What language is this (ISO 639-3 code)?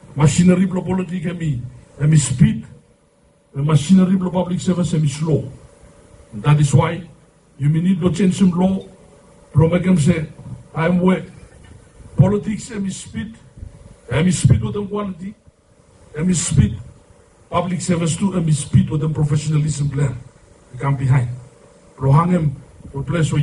bis